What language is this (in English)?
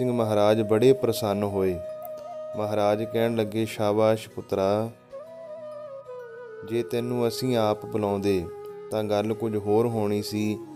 Punjabi